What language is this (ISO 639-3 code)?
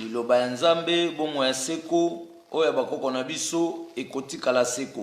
lin